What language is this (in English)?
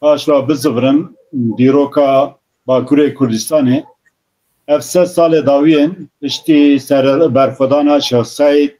Kurdish